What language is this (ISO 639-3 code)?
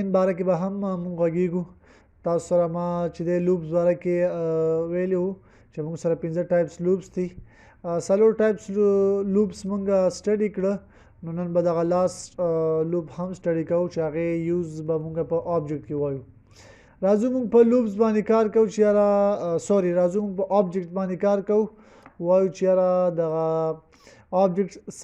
pus